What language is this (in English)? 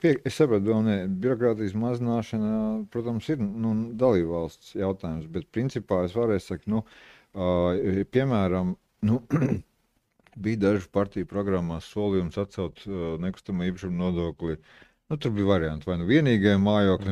Latvian